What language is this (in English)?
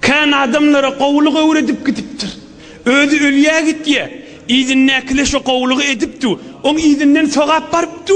Turkmen